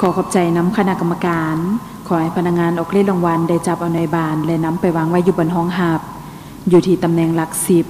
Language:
Lao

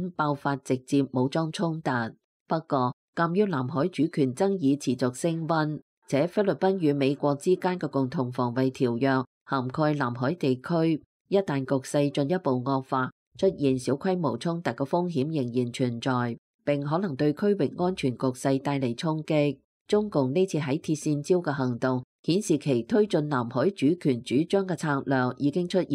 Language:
Cantonese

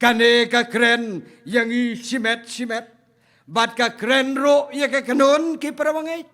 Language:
Khasi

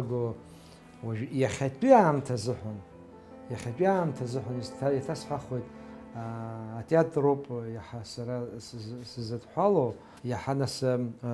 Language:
Abkhazian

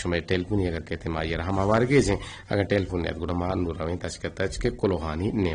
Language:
Eastern Balochi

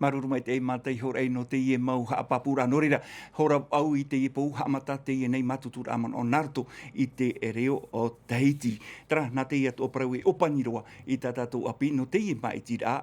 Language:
Tahitian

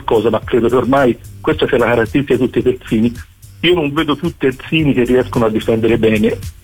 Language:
Italian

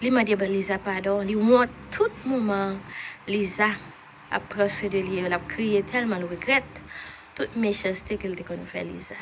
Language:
Haitian Creole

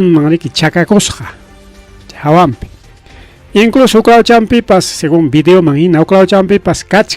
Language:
Ayacucho Quechua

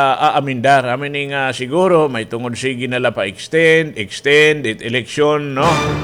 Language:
Waray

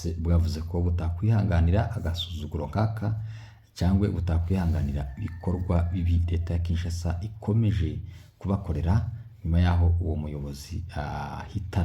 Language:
Kinyarwanda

